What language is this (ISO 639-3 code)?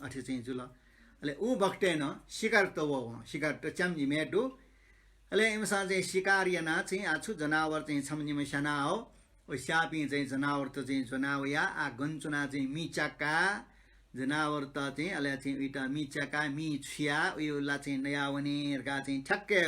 new